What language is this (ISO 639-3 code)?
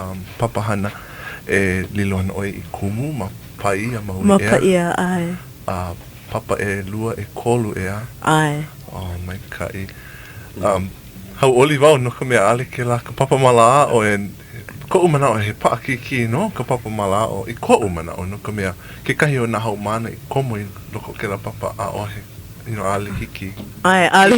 haw